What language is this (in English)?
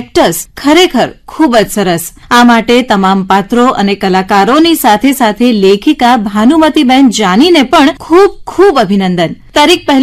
Gujarati